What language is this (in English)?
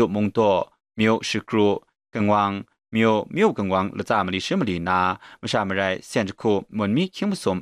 Kachin